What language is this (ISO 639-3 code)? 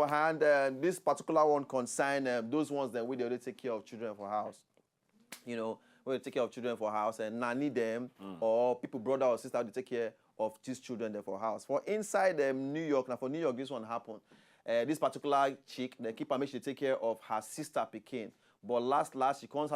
pcm